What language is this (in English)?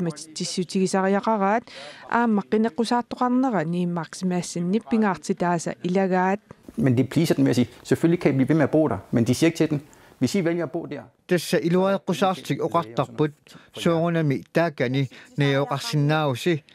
Kalaallisut